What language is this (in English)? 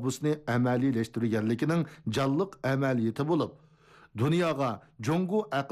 Uyghur